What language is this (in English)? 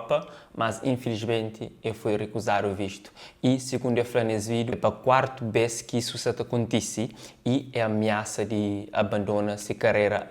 Kabuverdianu